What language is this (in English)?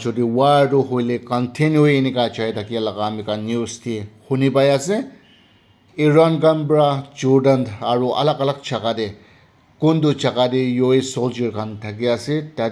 Naga Pidgin